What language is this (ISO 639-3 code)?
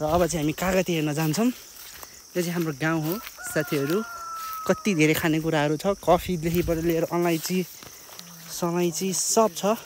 nep